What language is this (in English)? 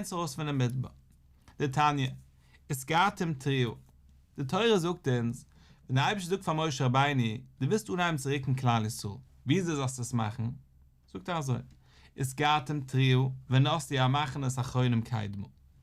Yiddish